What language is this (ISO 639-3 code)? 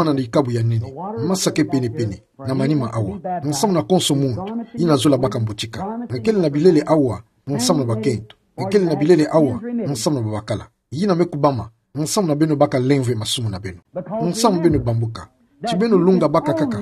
ktu